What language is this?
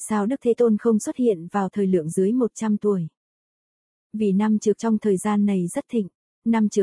Vietnamese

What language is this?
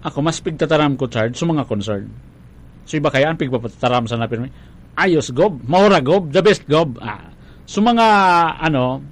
Bikol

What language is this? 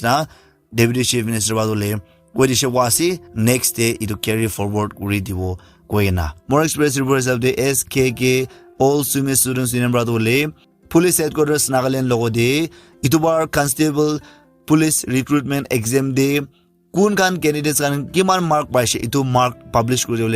Naga Pidgin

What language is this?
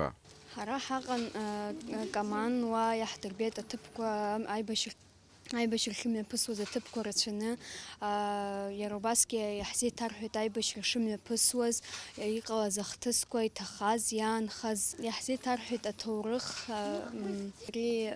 Abkhazian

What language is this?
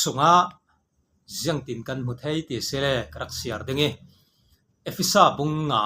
Falam Chin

